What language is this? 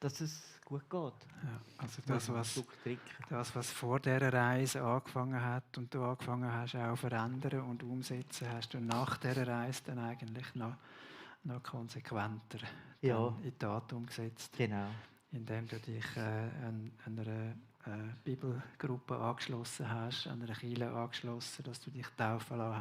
Swiss German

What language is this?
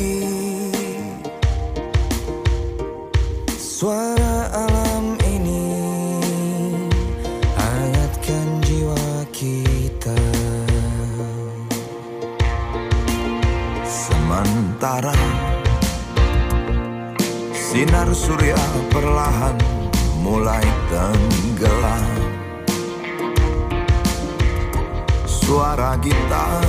Indonesian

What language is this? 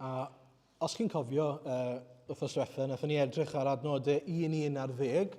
Welsh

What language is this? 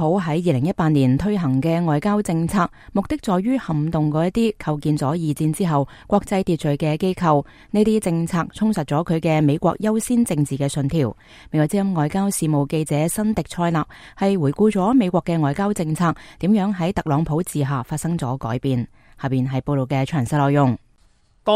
Cantonese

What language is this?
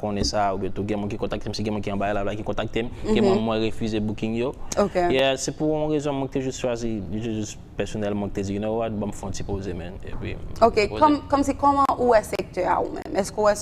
Haitian Creole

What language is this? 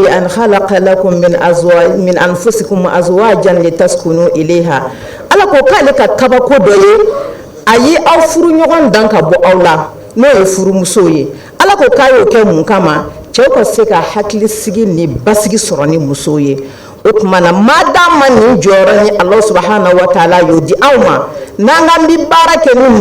Bambara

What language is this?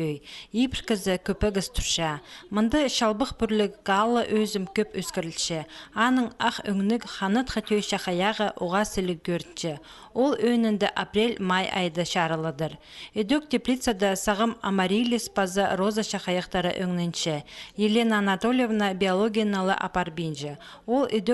Khakas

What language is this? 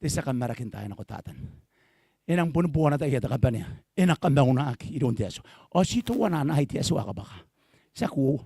Gilbertese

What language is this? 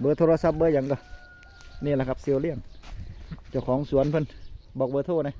Northeastern Thai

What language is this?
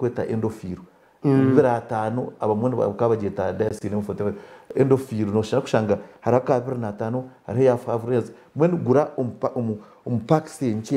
Nyankole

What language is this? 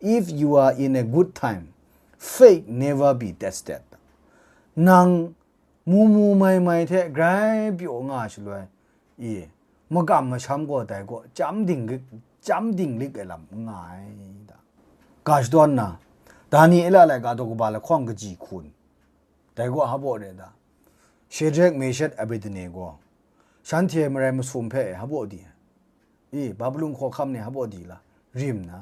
Kachin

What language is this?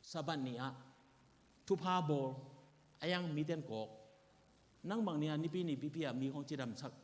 Tedim Chin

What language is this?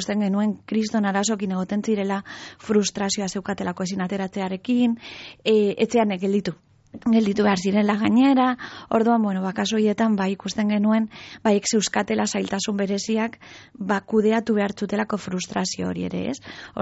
Basque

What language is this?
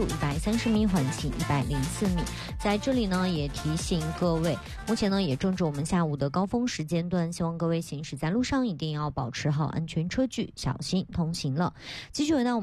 Chinese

